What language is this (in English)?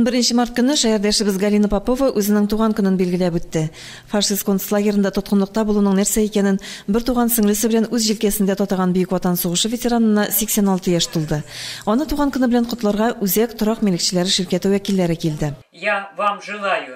Tatar